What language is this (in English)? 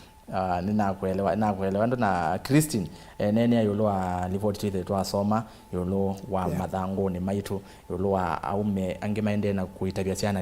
Kamba